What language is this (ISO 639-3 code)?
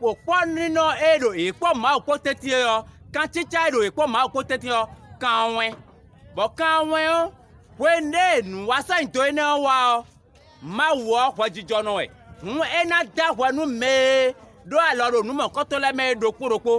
fon